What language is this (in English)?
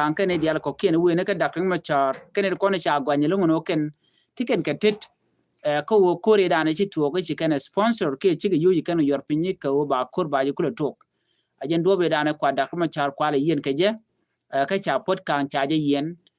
Nuer